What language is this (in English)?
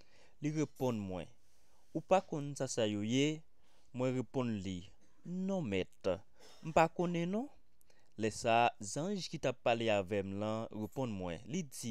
Haitian Creole